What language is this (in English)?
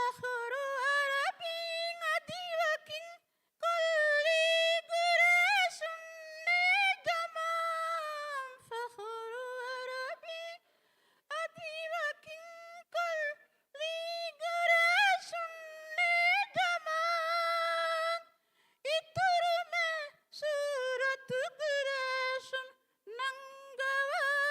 Divehi